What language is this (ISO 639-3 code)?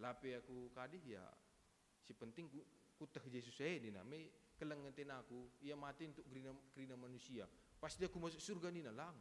btx